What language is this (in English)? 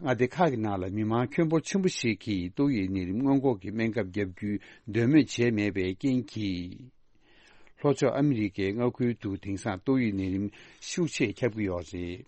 Tibetan